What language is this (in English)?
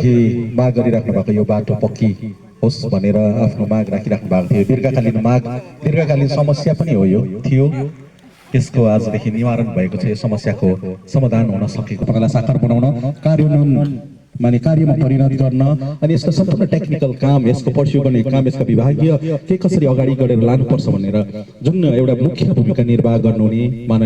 Nepali